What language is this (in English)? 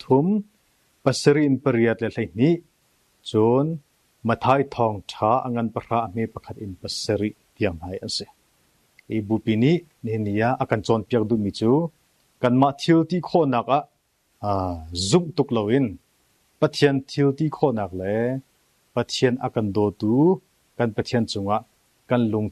Hakha Chin